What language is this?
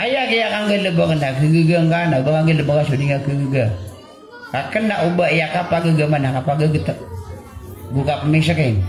Maranao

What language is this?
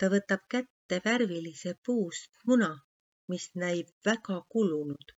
Estonian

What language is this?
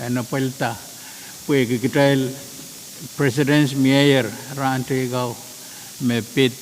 Pohnpeian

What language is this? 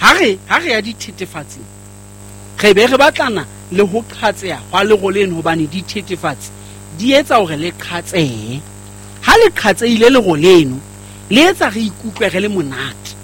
Southern Sotho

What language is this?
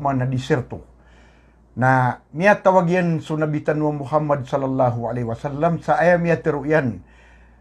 Maranao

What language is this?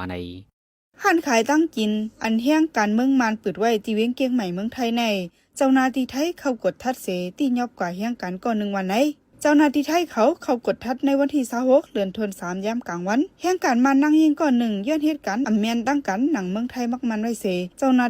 Shan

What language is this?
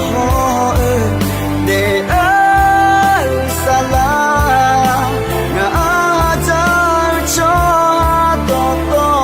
Akha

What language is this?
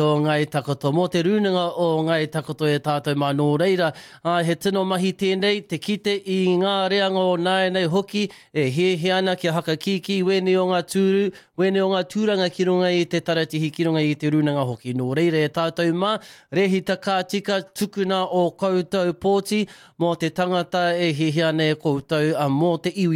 Māori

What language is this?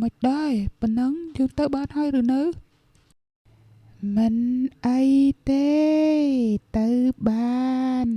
Khmer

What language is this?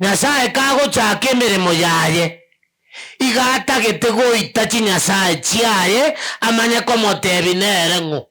Gusii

